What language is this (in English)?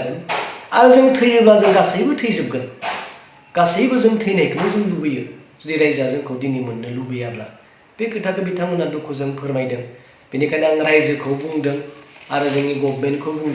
Bodo